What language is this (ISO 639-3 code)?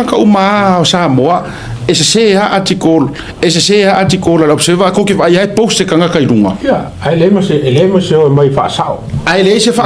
smo